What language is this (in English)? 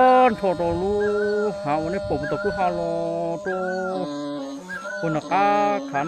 Hmong